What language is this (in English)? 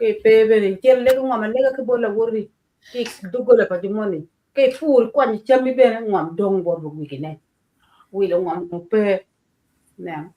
Acoli